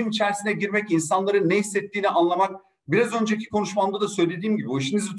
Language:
Turkish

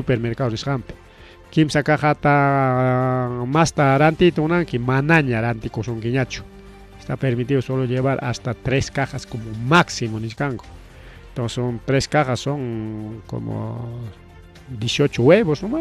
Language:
Ayacucho Quechua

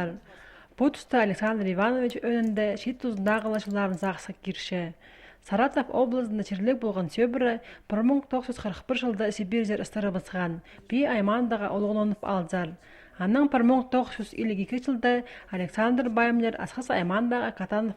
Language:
Khakas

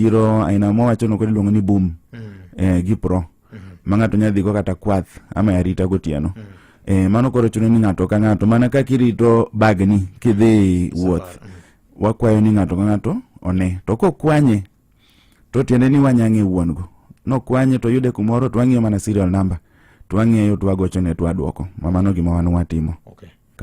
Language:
Luo (Kenya and Tanzania)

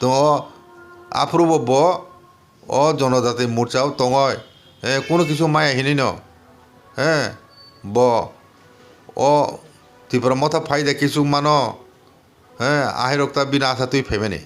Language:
Kok Borok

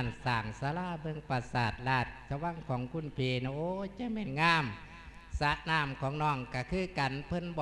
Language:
Lao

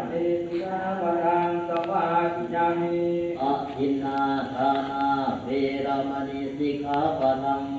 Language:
Pali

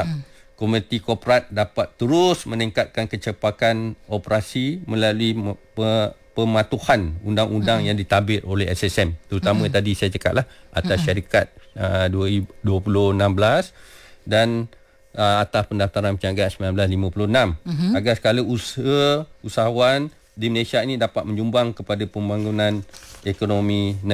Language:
Malay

